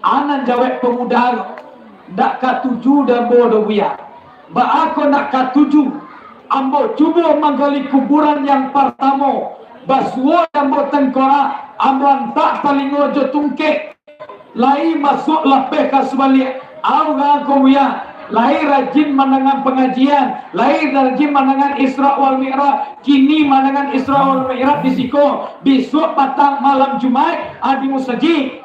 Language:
Minangkabau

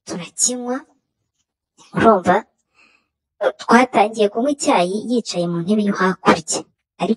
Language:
Kinyarwanda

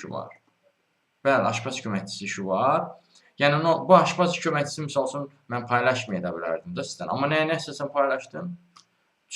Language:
Azerbaijani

